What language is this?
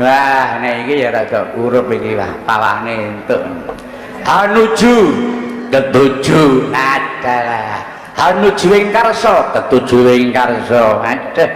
Javanese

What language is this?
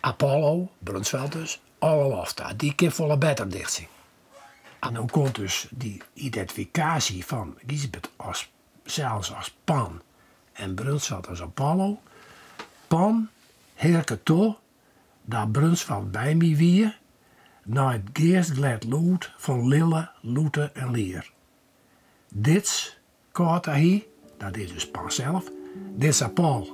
Western Frisian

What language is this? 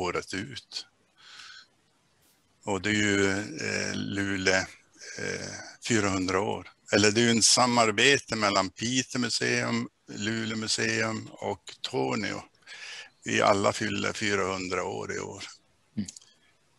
Swedish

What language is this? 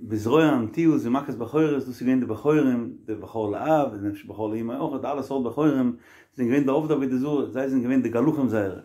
Yiddish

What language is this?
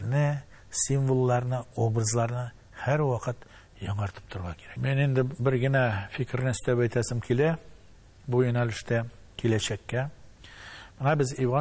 Tatar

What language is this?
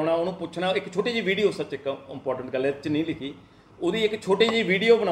Punjabi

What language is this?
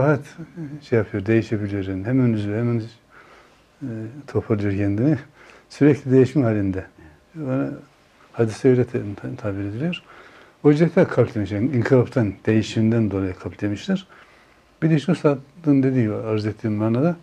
Turkish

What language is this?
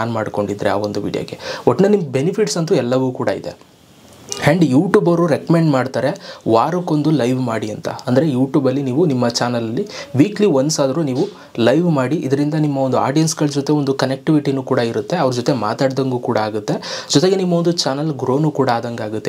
Kannada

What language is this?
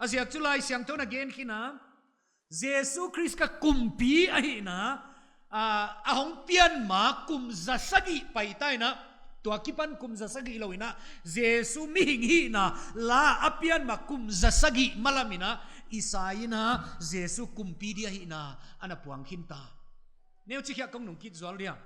Paite Chin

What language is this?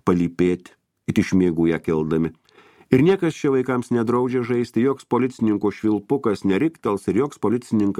Lithuanian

